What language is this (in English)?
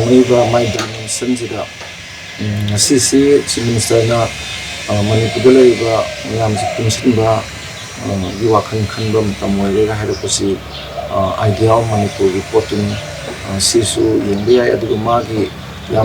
Manipuri